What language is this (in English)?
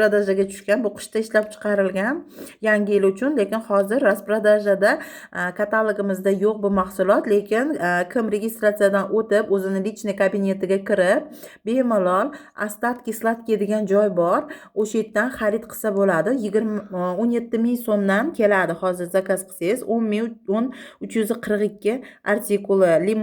Uzbek